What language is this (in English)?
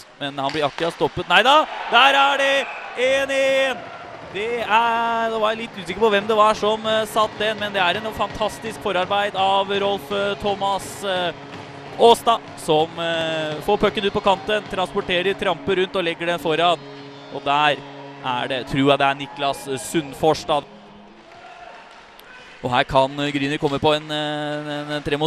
Norwegian